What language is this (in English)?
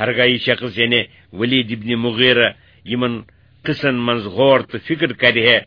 Kashmiri